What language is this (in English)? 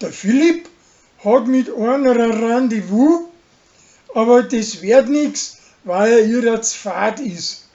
Bavarian